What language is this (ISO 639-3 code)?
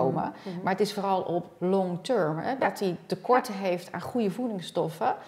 nld